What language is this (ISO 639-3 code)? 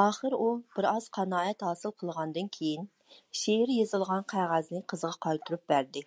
uig